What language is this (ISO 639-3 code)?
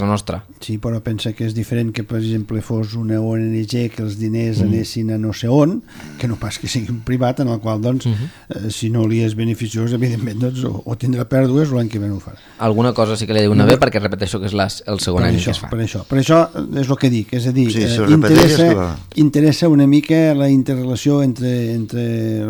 cat